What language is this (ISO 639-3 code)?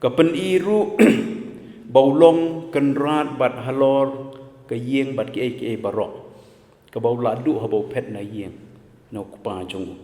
kha